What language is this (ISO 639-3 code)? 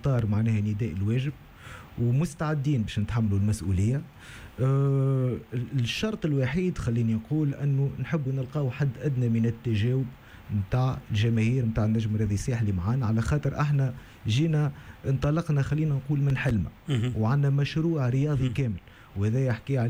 aeb